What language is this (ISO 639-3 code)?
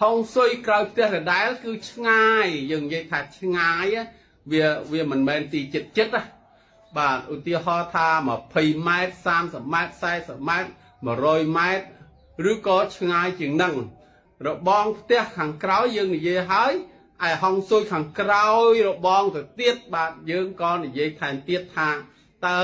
khm